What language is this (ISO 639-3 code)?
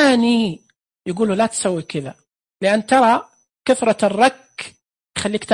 ars